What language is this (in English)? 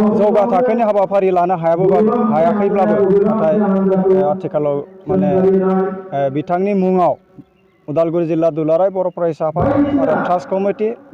Bodo